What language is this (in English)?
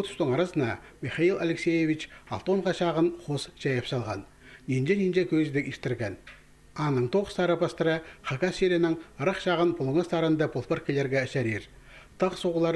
Khakas